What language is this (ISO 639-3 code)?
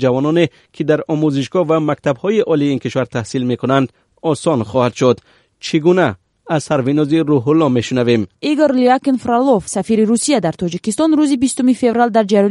tgk